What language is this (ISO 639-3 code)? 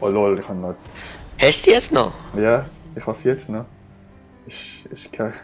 gsw